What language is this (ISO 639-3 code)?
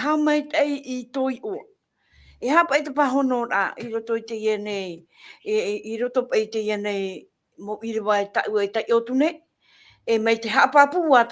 tah